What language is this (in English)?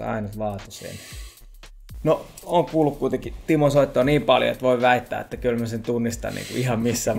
Finnish